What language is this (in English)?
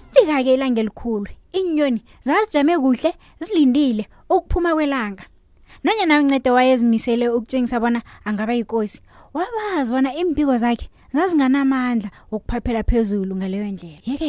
South Ndebele